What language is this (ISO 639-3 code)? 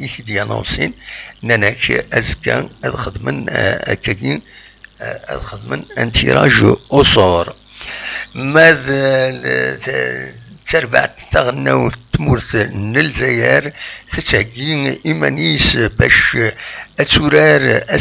kab